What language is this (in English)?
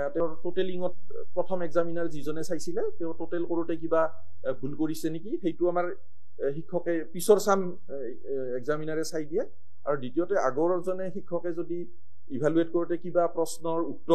Assamese